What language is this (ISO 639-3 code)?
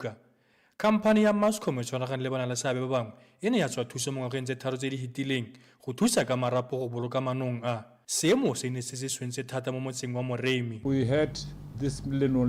tsn